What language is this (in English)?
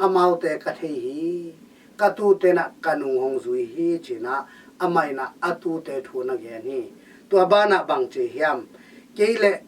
Tedim Chin